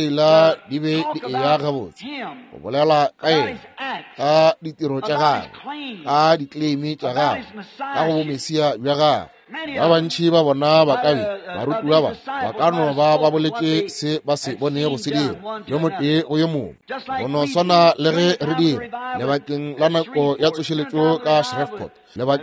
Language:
Northern Sotho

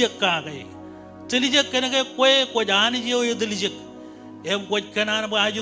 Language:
Marshallese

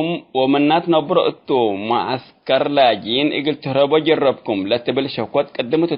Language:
Tigre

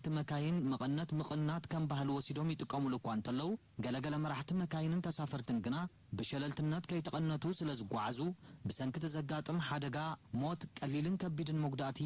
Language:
Tigrinya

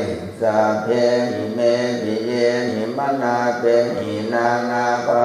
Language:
Pali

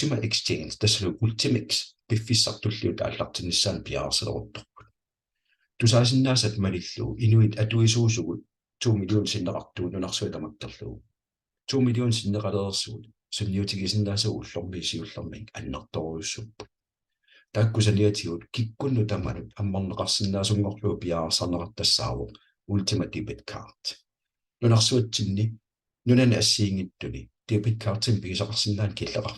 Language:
Kalaallisut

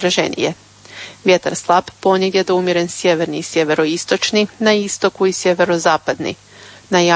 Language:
Croatian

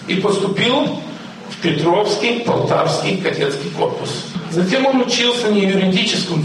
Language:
Russian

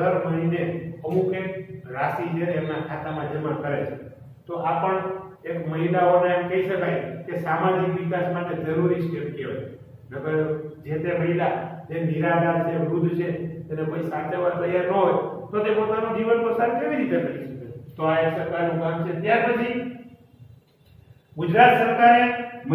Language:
Gujarati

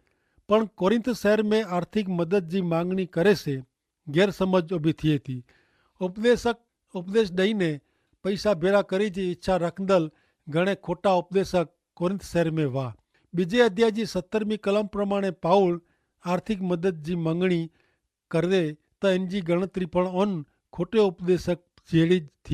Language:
Kachhi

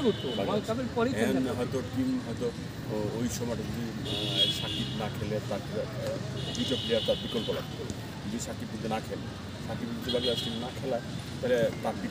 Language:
Bangla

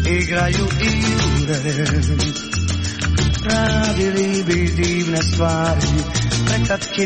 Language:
Croatian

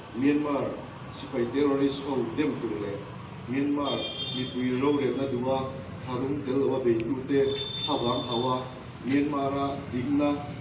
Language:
Mizo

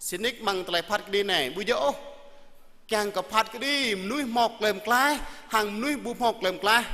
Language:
Jarai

